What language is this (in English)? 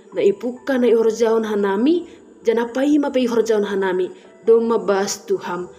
Batak Simalungun